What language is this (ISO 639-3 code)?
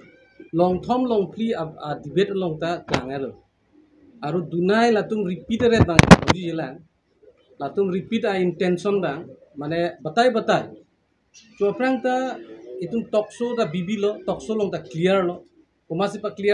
mjw